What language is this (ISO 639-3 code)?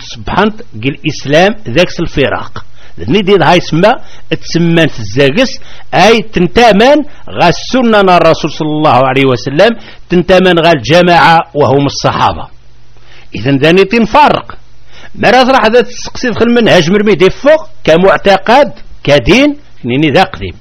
kab